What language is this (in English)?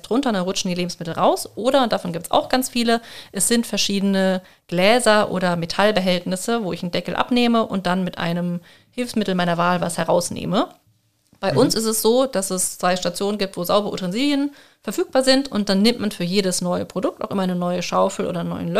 German